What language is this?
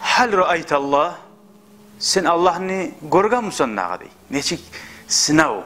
Kumyk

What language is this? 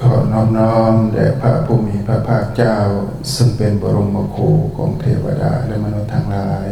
Northeastern Thai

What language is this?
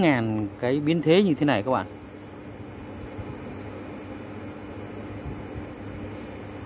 Vietnamese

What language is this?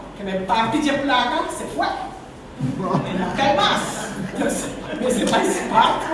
Papiamento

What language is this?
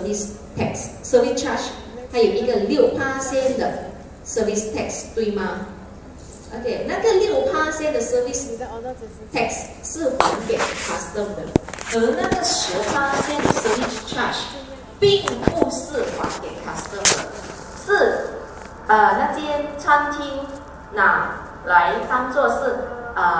Chinese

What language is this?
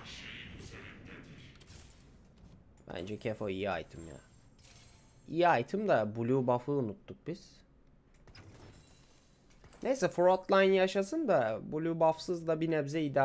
Turkish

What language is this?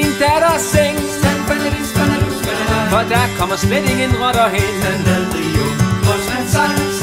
Danish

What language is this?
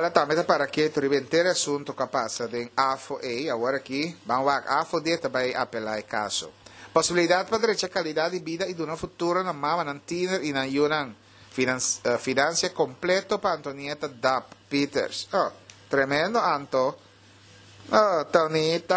Papiamento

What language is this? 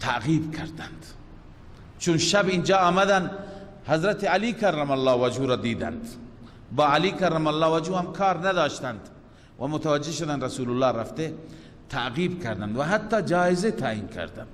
Persian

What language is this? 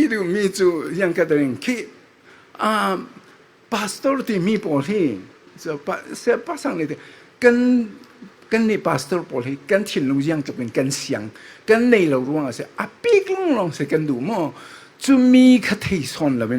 Falam Chin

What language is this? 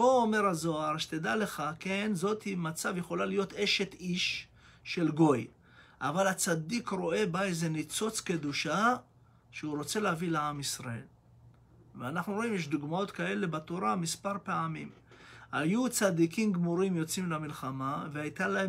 Hebrew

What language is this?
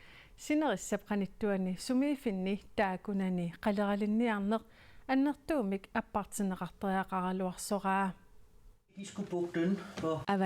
Kalaallisut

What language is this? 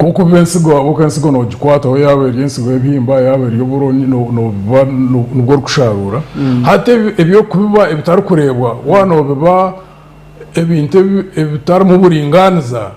Nyankole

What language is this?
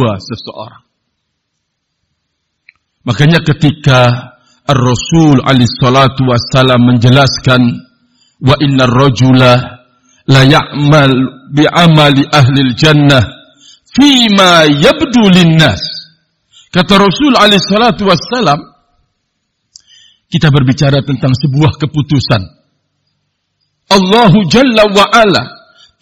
Indonesian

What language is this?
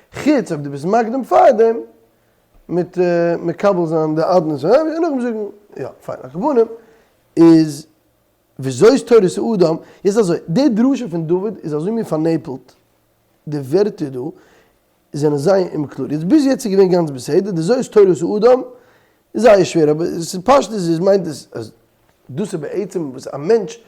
Yiddish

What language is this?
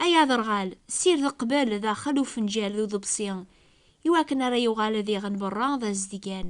Kabyle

